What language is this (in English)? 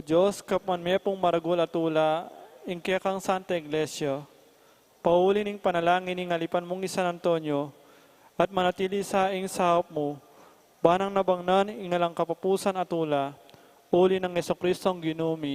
Pampanga